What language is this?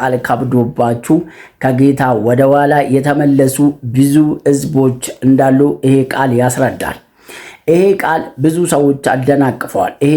Amharic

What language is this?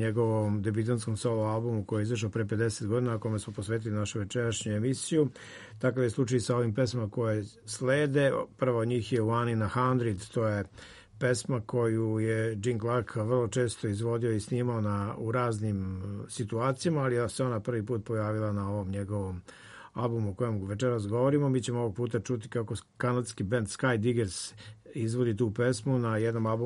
Serbian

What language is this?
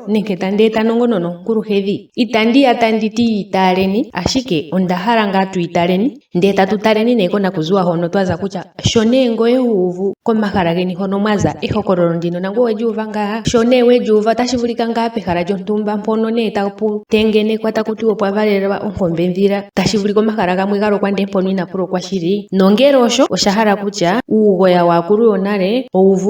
Ndonga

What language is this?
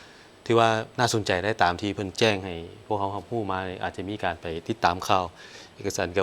Lao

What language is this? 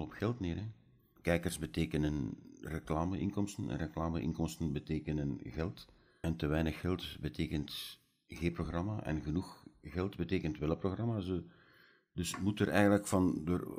Dutch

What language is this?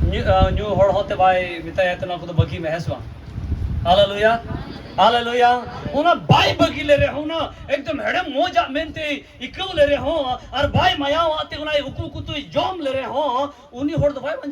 Santali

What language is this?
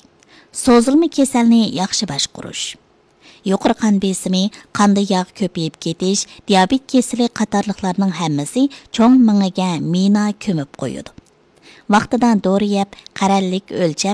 Uyghur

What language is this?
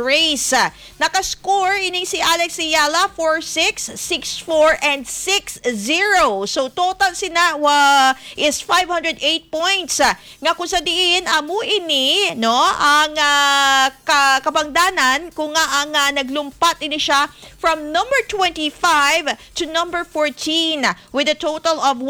Hiligaynon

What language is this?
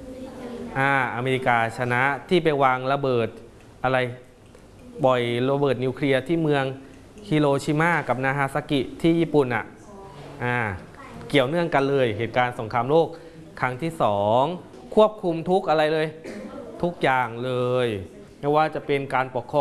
Thai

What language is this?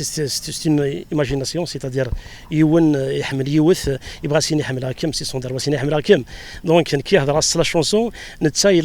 Kabyle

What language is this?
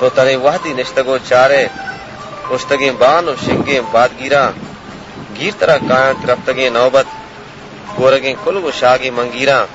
Baluchi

